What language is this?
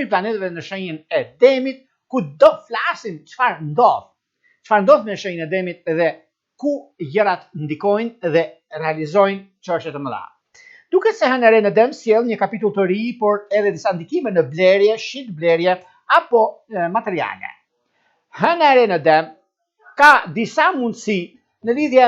Albanian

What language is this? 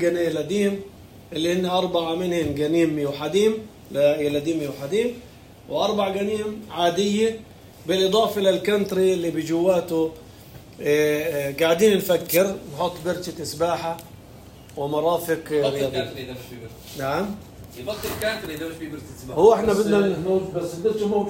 North Levantine Arabic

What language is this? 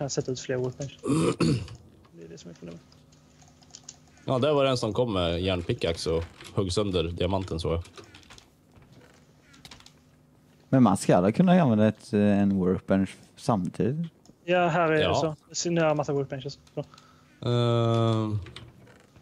Swedish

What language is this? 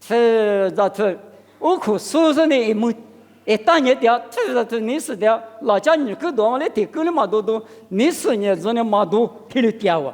Lisu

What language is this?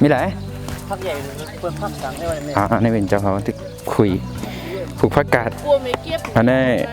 Shan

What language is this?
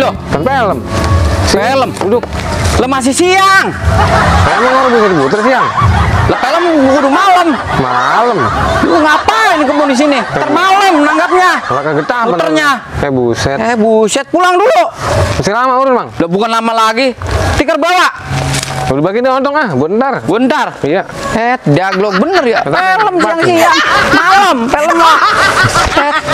Betawi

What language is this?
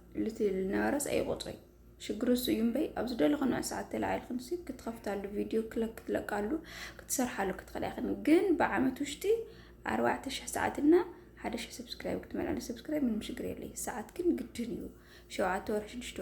Tigrinya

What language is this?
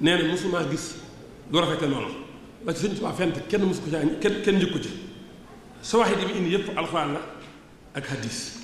Wolof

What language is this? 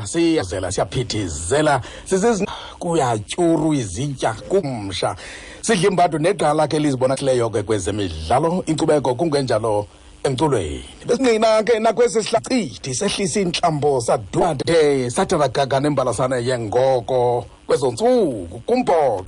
Xhosa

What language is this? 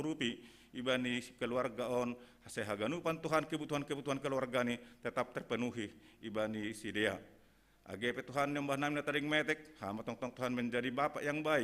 Batak Simalungun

